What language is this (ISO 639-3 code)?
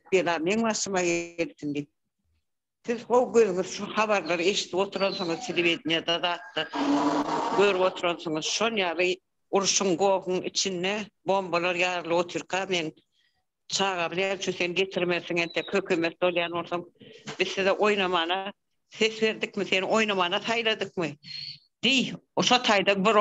tuk